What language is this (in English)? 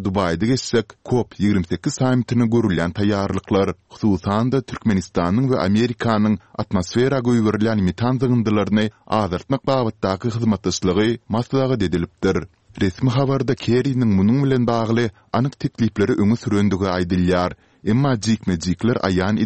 Turkmen